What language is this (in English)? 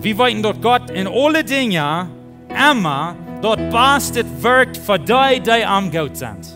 Plautdietsch